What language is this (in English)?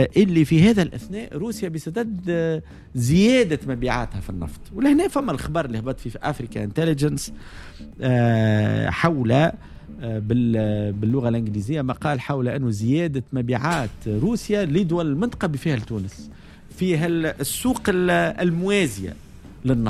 Tunisian Arabic